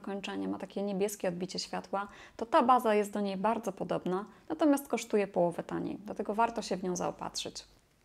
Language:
Polish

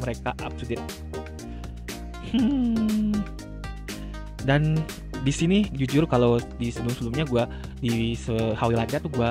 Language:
Indonesian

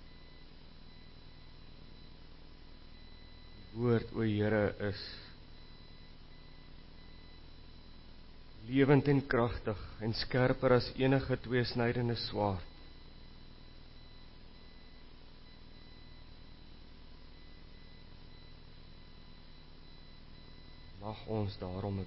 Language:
Afrikaans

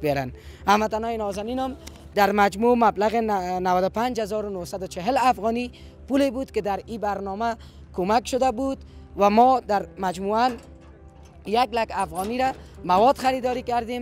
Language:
Persian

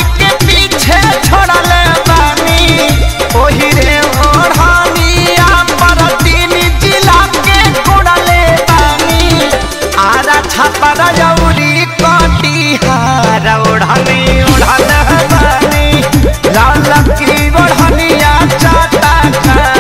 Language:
Bhojpuri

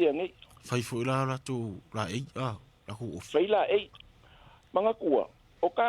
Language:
Samoan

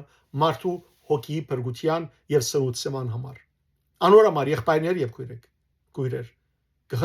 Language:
Western Armenian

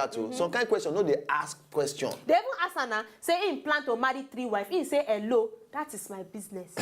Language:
Nigerian Pidgin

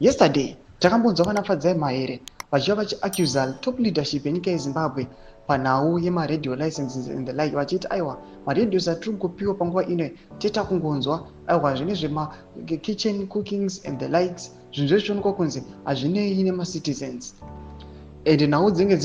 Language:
Shona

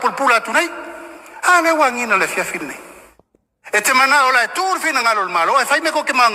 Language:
Samoan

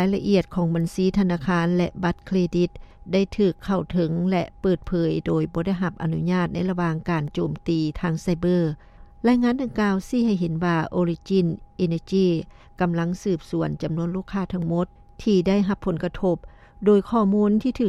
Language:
Lao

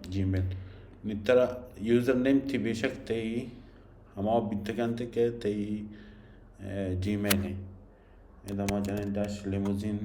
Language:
Baluchi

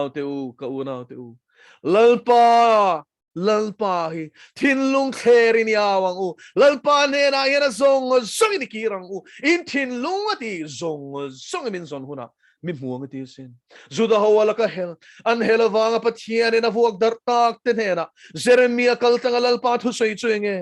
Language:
Mizo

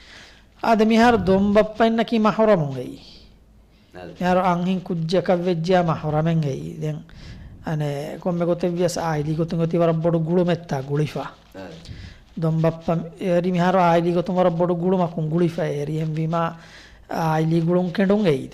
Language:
Divehi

